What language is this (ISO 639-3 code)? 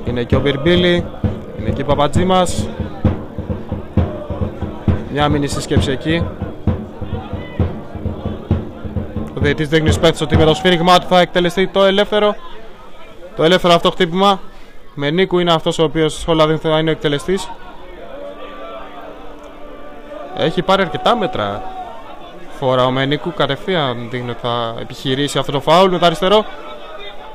ell